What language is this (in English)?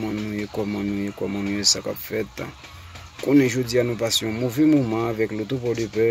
Haitian Creole